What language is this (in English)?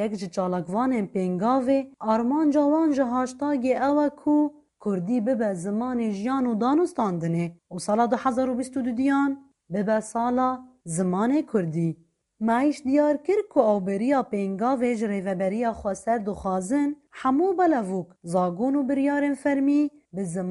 Kurdish